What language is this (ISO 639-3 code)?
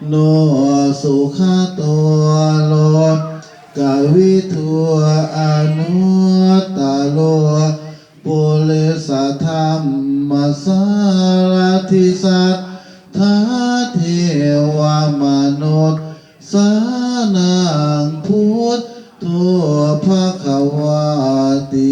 pli